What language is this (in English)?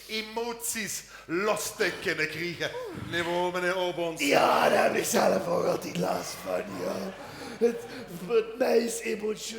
Limburgish